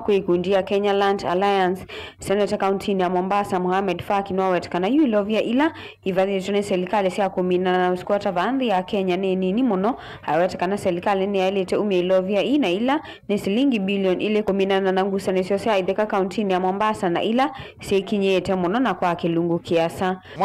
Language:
Kamba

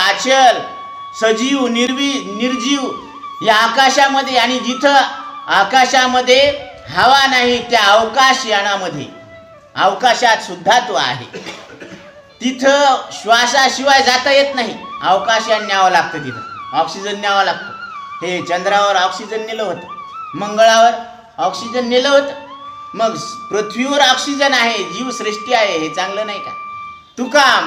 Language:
Marathi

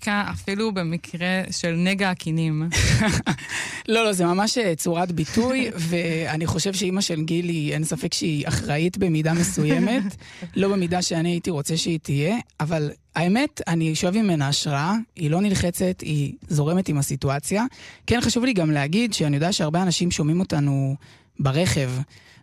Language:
Hebrew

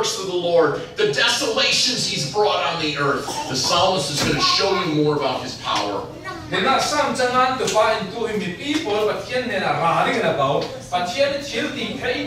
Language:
Falam Chin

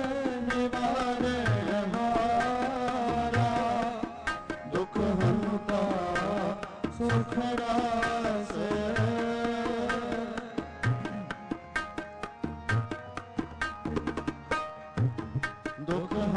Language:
Punjabi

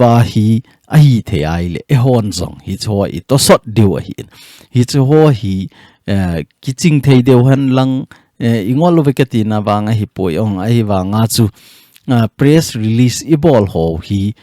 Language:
Thado Chin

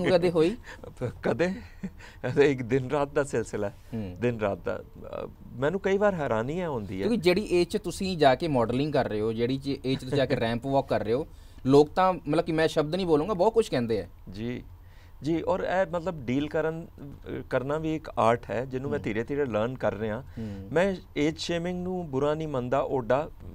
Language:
Punjabi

